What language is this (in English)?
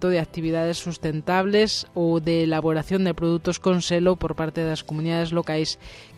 Galician